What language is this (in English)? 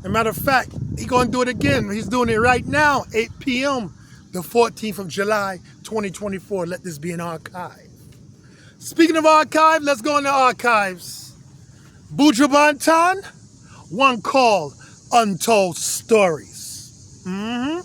Jamaican Creole English